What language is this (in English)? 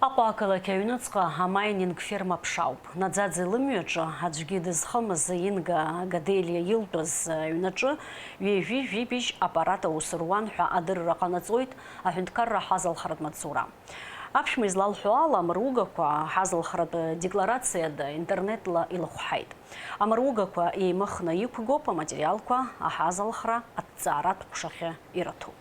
Abkhazian